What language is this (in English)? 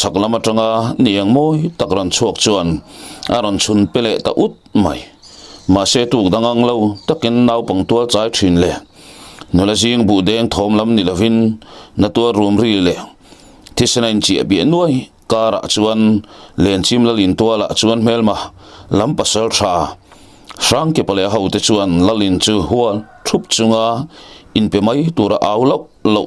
Mizo